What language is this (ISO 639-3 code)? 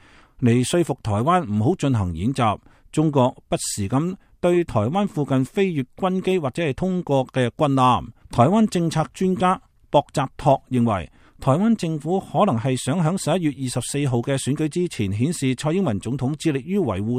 yue